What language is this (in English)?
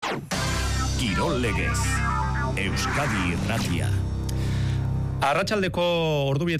Basque